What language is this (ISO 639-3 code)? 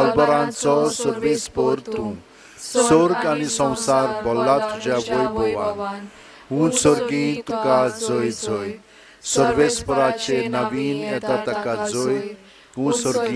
kok